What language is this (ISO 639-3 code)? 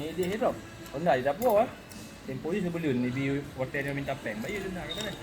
ace